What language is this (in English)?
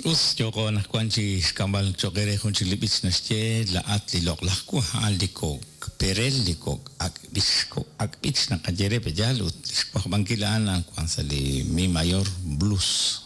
Kekchí